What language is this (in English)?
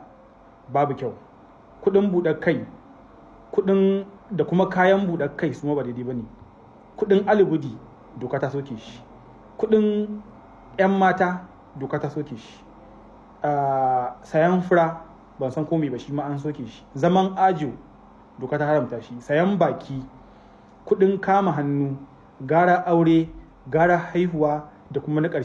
Hausa